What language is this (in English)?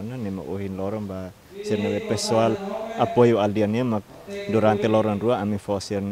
Tetum